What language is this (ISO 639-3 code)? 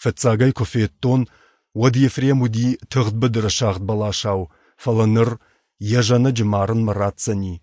oss